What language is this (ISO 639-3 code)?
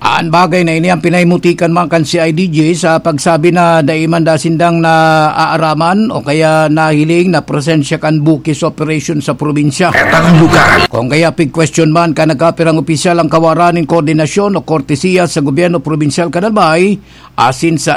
bik